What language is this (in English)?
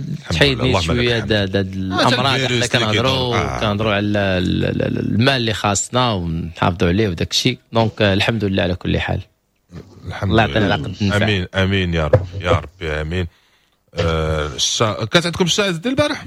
Moroccan Arabic